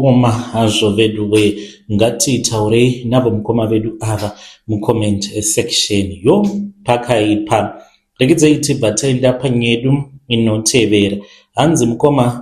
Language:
Shona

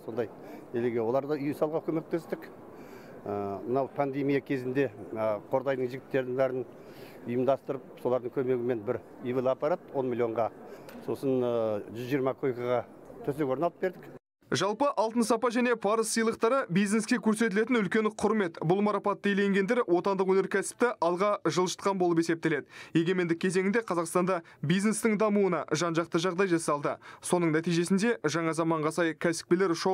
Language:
Kazakh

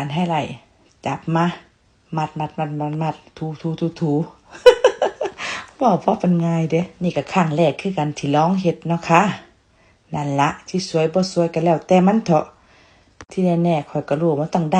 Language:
Northeastern Thai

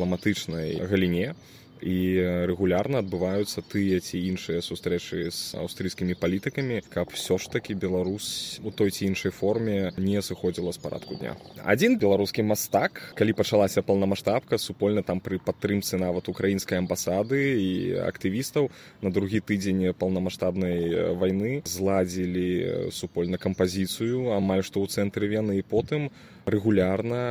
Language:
Belarusian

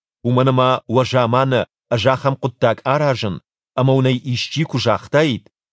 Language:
Ossetic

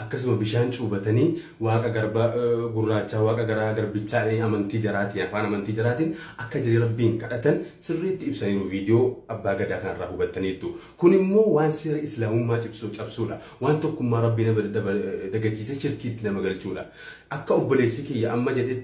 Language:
Oromo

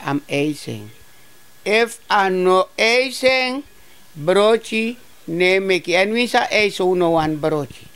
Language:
Sranan Tongo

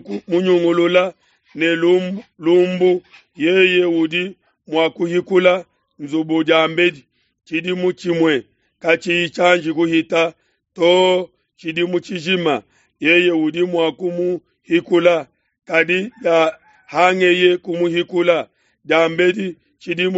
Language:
Luba-Lulua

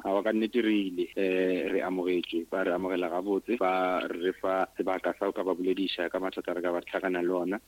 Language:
Northern Sotho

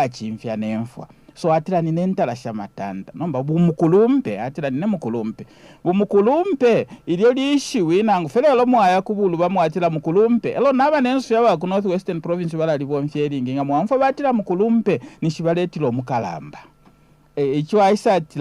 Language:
Bemba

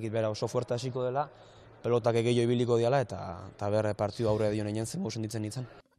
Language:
Basque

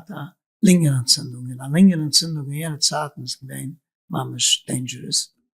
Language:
Yiddish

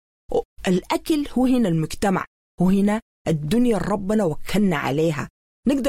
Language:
Sudanese Arabic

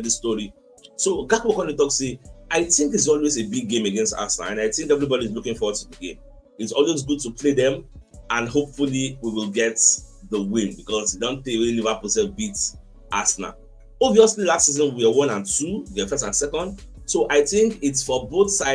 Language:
Nigerian Pidgin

